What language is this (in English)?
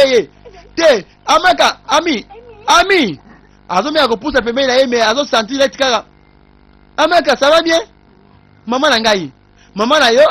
Lingala